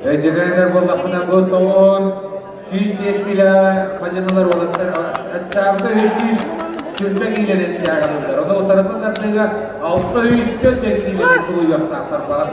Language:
Yakut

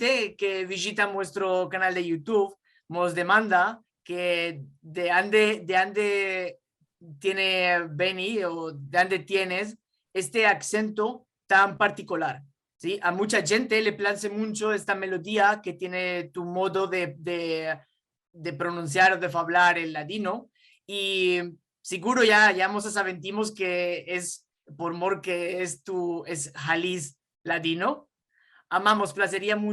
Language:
Ladino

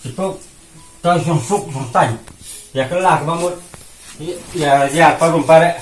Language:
Khasi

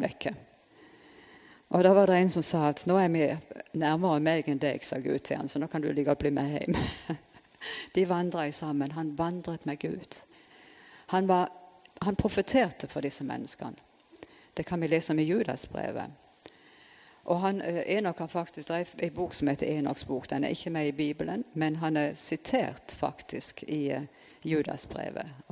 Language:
Norwegian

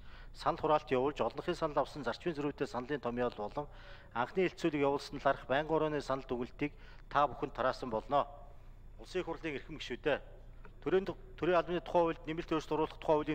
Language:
Mongolian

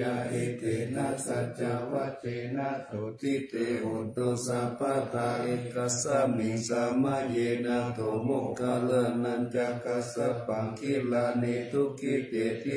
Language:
Pali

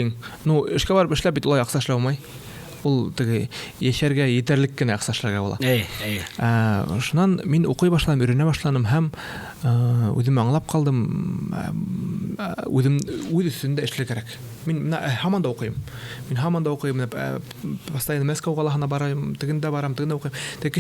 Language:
Bashkir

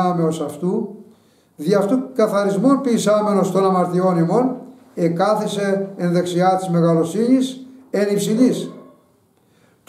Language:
Greek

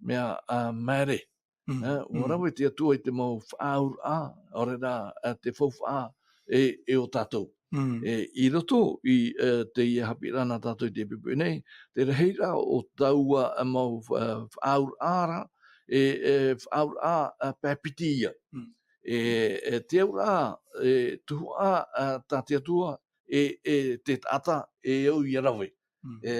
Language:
Tahitian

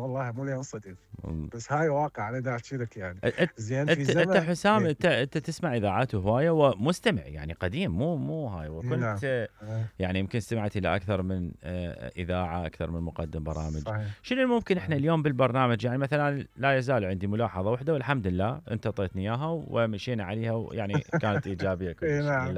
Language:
Mesopotamian Arabic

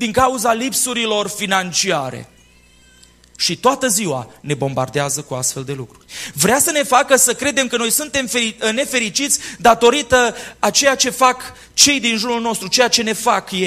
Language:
Romanian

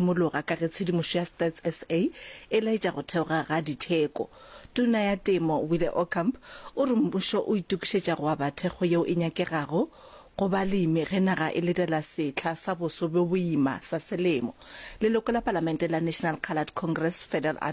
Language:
Northern Sotho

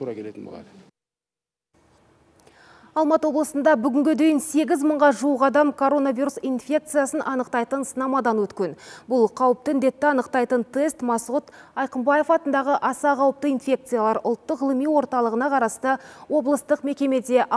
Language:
Kazakh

